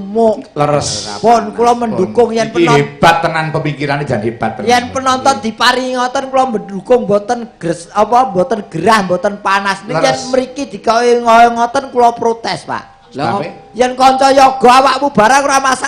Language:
Javanese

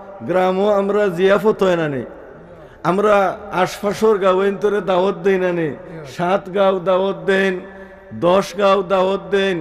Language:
Sylheti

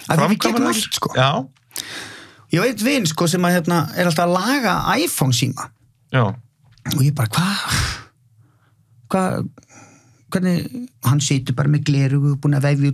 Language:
Icelandic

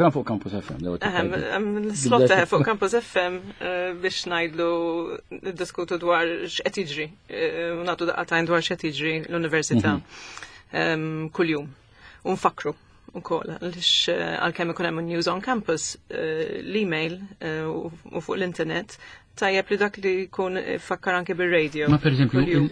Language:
Maltese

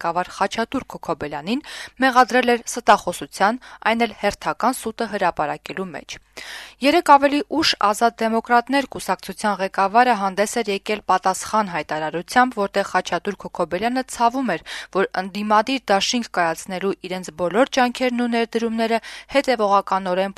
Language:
Armenian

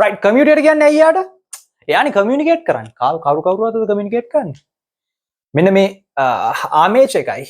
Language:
Sinhala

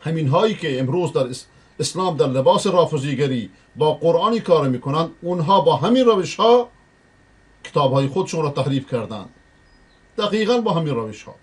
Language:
Persian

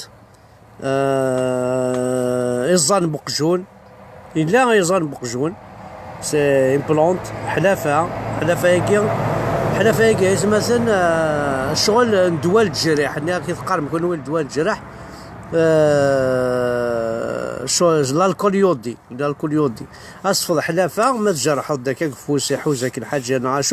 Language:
Kabyle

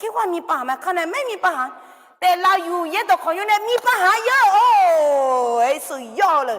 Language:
Akha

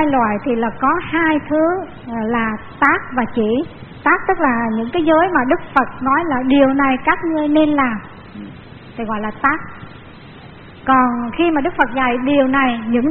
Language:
Vietnamese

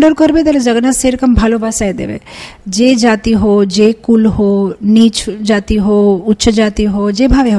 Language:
Bangla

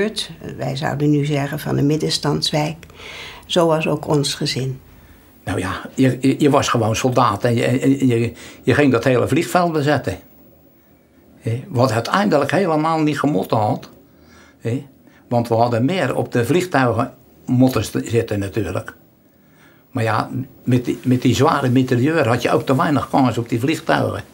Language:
Dutch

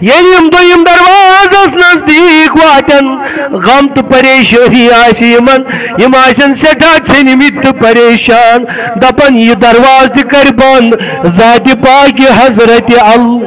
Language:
Kashmiri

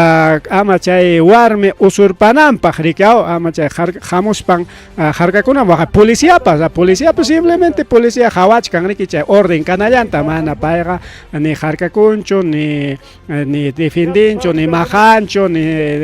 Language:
Ayacucho Quechua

